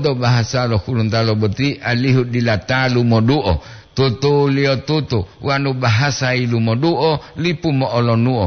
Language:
Gorontalo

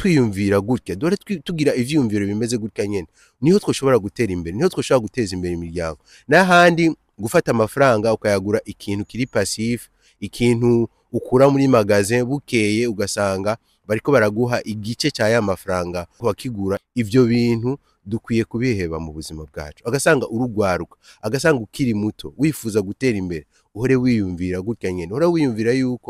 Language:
Rundi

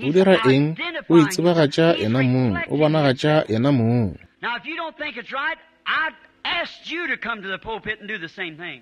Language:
Northern Sotho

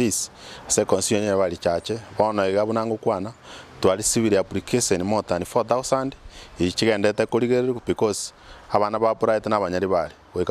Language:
Gusii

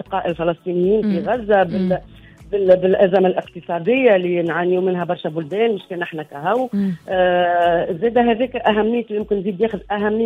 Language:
Tunisian Arabic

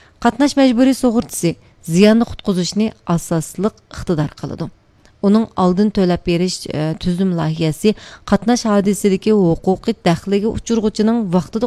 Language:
Uyghur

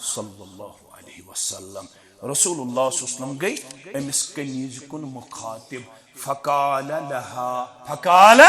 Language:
Kashmiri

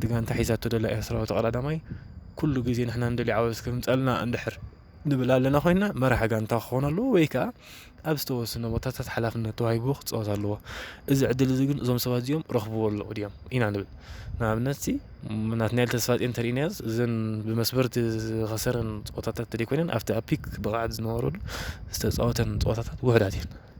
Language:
Tigrinya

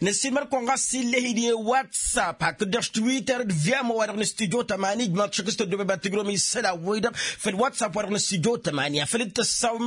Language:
Tamasheq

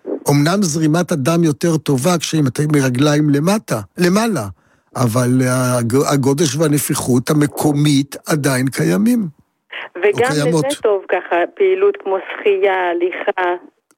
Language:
Hebrew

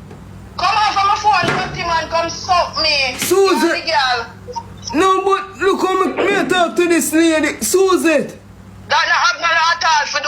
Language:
Jamaican Creole English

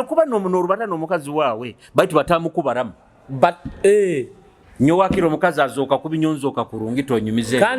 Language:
Nyoro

